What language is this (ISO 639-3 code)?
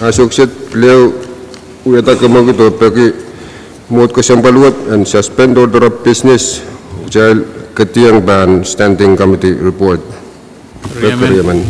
pon